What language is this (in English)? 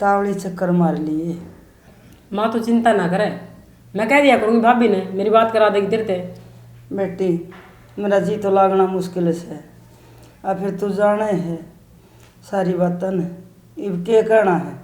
Haryanvi